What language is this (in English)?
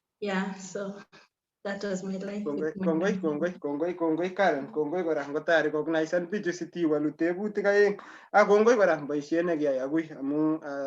Kalenjin